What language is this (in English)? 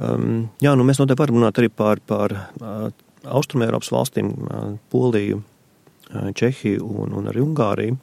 Latvian